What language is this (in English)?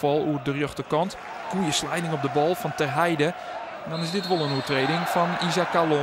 Western Frisian